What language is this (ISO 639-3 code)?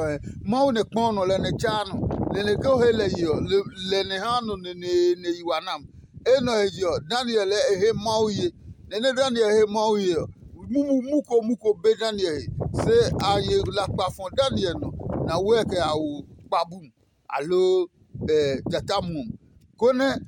ada